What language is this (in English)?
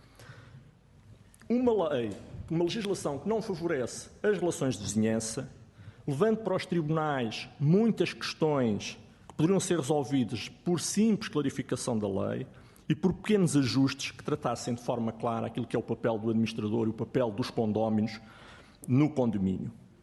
Portuguese